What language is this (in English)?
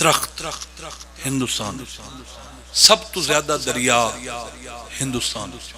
Pahari-Potwari